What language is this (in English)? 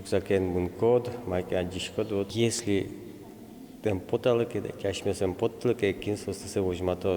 Udmurt